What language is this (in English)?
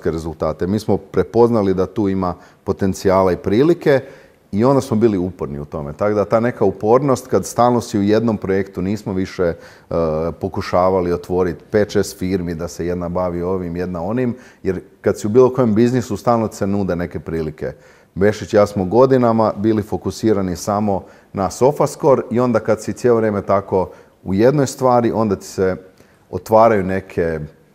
Croatian